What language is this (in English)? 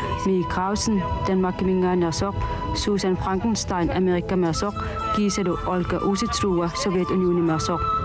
Kalaallisut